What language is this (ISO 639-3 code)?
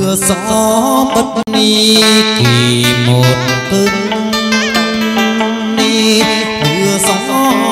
vie